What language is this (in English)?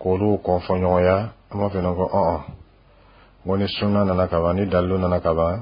Dyula